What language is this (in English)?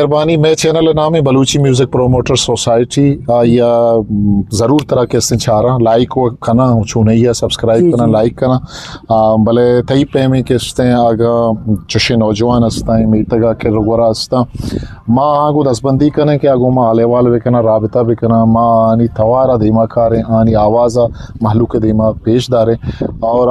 Eastern Balochi